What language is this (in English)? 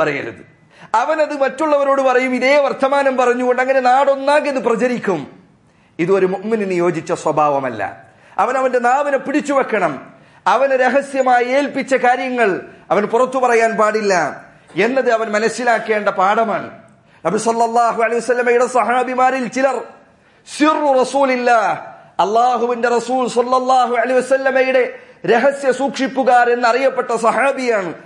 Malayalam